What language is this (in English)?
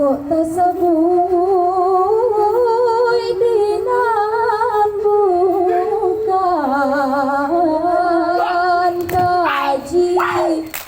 Minangkabau